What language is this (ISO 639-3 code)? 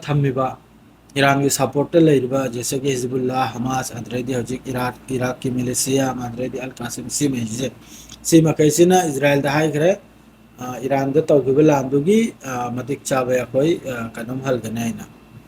mni